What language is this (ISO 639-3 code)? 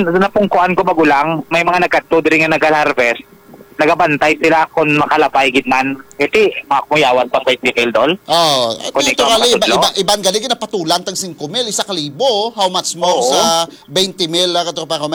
hil